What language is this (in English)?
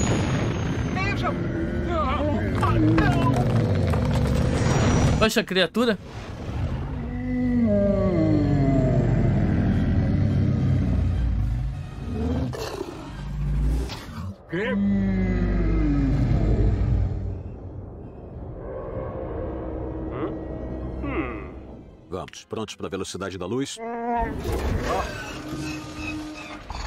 Portuguese